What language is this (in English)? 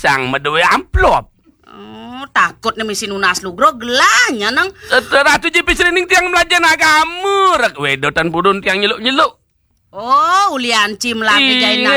Balinese